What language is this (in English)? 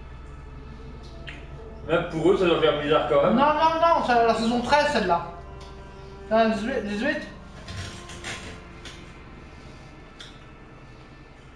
French